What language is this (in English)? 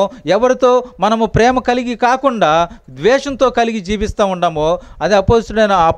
Telugu